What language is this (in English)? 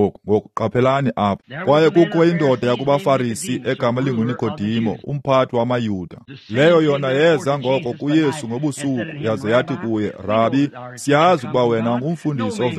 Xhosa